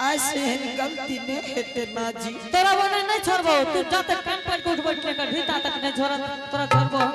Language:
Angika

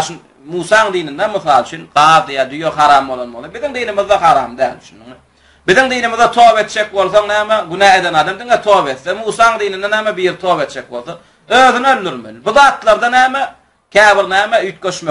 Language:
Turkmen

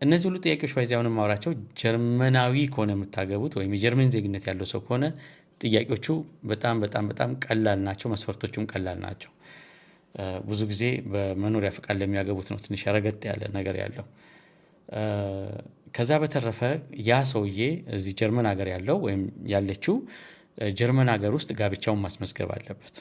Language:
Amharic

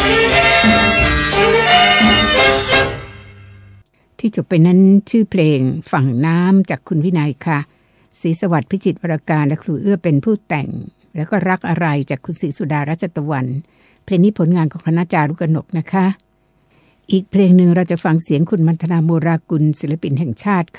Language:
Thai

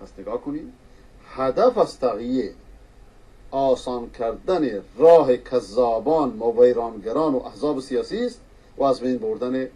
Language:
Persian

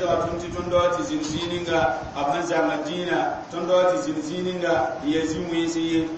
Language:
Mossi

